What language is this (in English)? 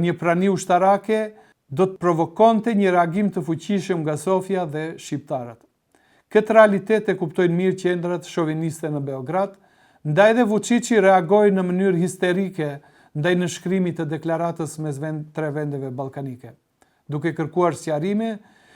Albanian